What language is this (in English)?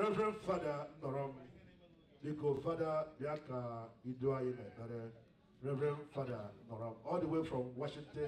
Igbo